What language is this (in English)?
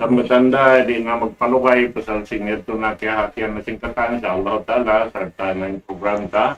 Tausug